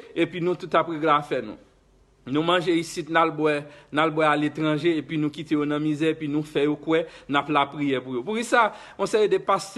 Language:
Haitian Creole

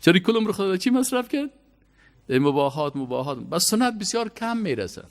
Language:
Persian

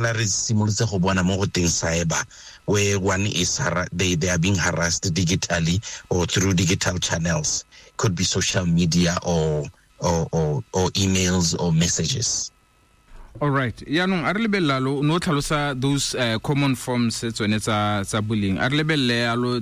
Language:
Tswana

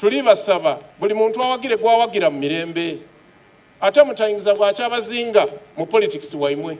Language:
Soga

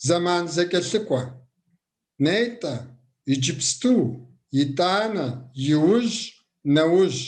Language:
Kabardian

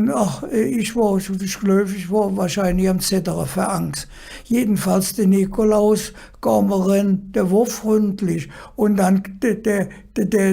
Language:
Colognian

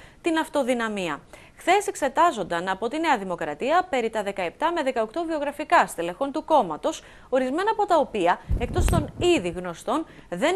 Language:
Greek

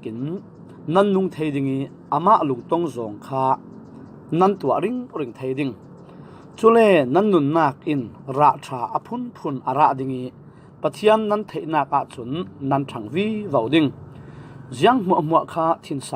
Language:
Falam Chin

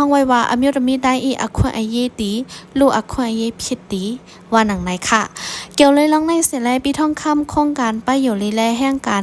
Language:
Shan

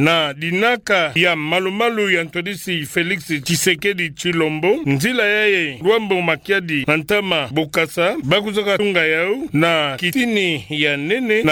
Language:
Kituba (Democratic Republic of Congo)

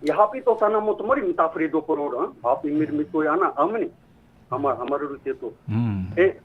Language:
Tahitian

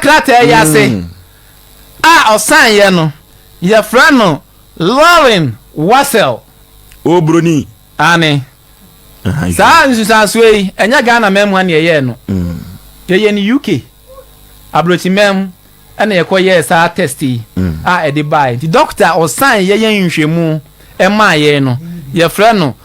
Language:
Akan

